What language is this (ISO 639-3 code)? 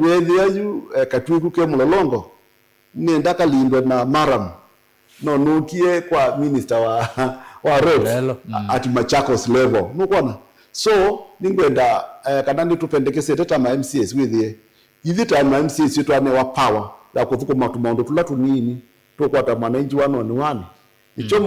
kam